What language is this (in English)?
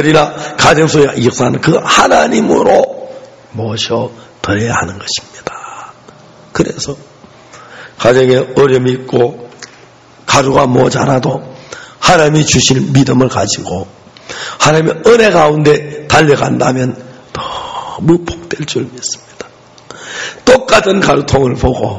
Korean